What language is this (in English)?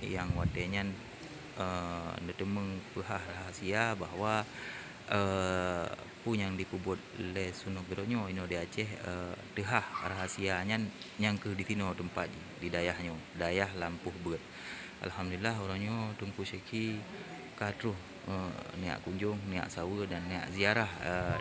Achinese